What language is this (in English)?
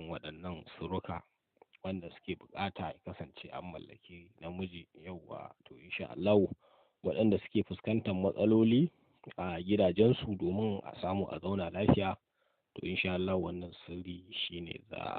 Hausa